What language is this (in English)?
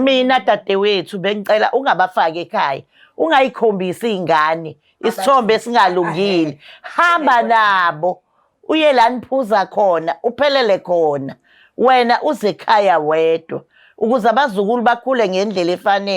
Zulu